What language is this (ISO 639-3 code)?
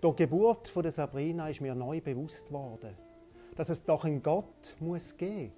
gsw